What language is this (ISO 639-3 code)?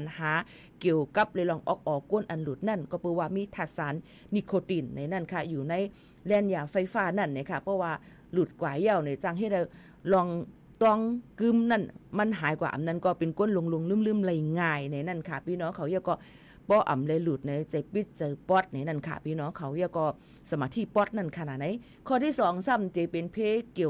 shn